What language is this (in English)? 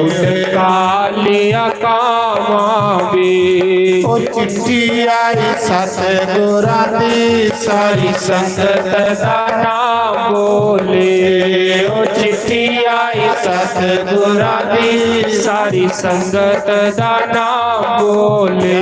Dogri